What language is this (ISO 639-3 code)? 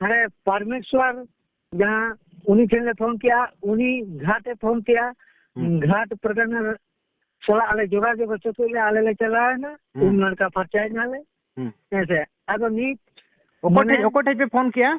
sat